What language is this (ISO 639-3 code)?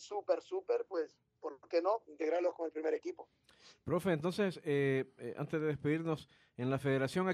spa